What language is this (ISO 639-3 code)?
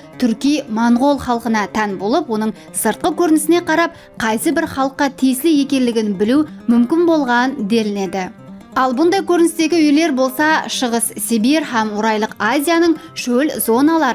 kaa